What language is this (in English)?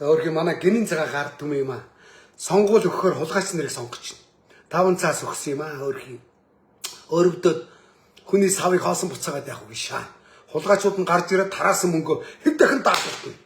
Mongolian